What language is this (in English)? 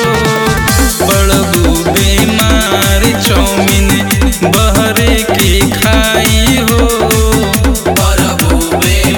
Bhojpuri